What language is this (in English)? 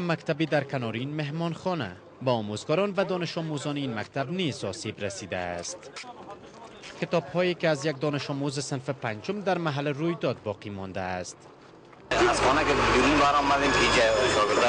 Persian